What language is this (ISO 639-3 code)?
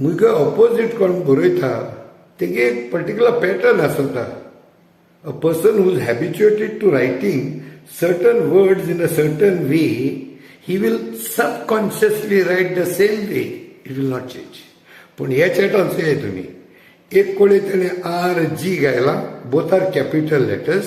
kok